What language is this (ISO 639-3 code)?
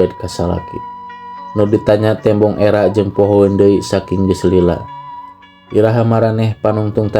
sun